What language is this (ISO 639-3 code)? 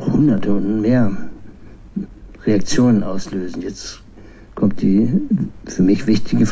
deu